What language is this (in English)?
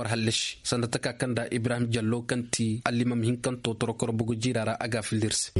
Zarma